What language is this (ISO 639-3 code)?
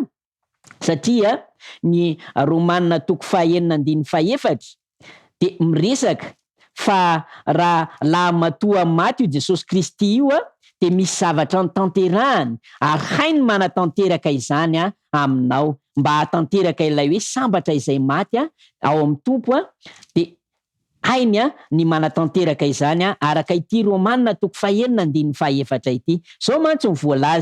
mlg